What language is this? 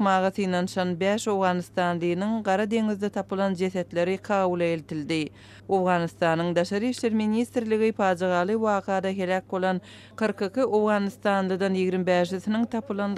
Turkmen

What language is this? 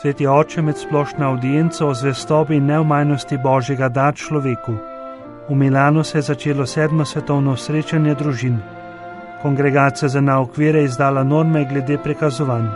Slovenian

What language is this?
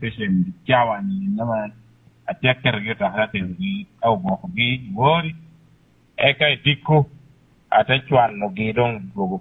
Lango (Uganda)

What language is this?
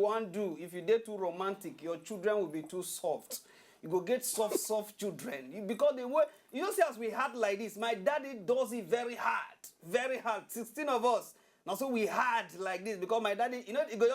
Nigerian Pidgin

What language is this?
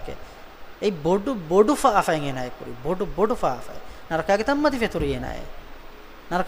Divehi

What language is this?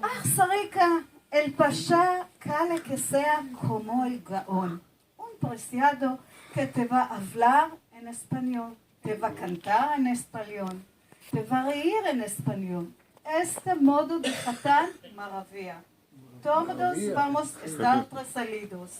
Ladino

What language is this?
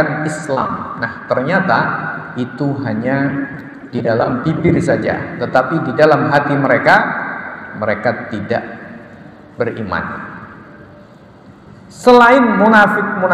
Indonesian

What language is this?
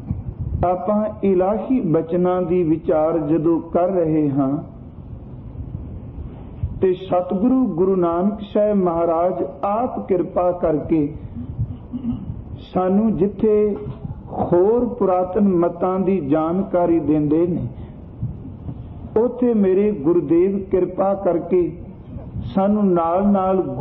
Punjabi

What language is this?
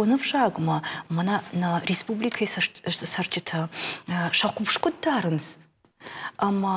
Ossetic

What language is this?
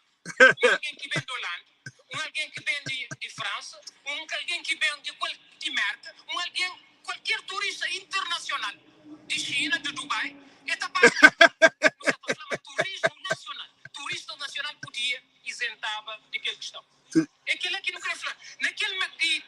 Kabuverdianu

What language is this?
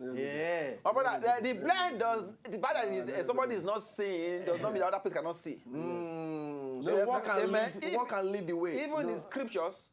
Nigerian Pidgin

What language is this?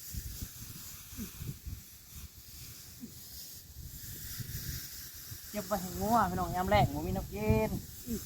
Northeastern Thai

